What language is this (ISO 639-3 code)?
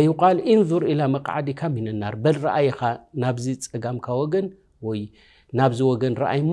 tir